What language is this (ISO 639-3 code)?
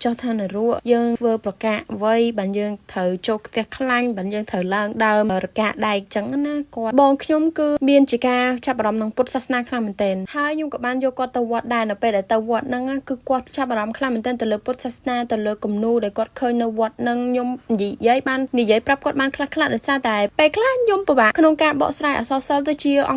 khm